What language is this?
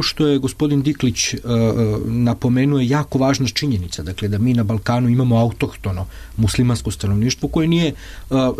Serbian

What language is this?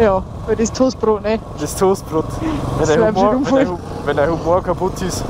Bavarian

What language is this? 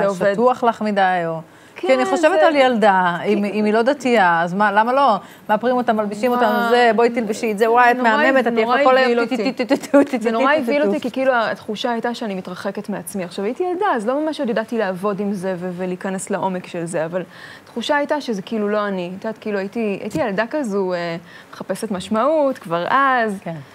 Hebrew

